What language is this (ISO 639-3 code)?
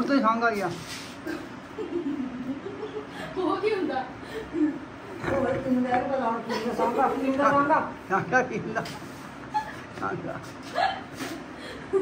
pan